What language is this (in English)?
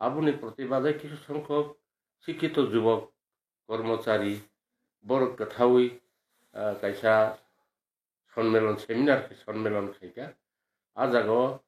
Kok Borok